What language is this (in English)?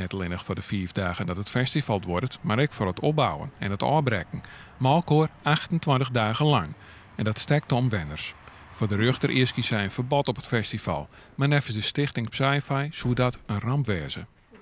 Western Frisian